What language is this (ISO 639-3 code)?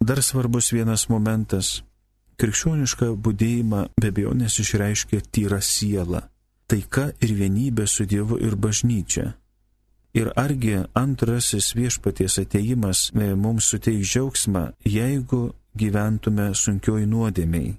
lit